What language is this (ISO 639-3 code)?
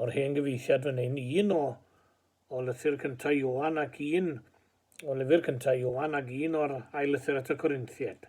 cym